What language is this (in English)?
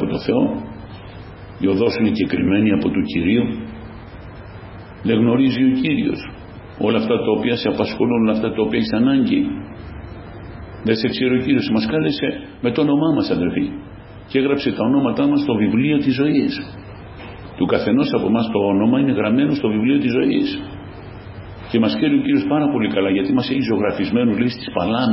Greek